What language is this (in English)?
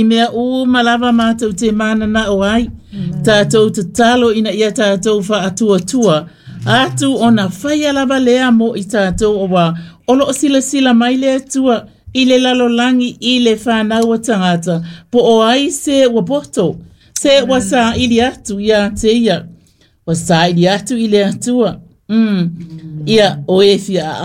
Samoan